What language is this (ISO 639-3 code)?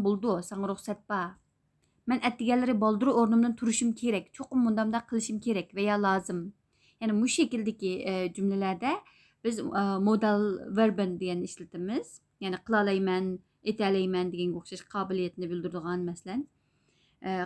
uig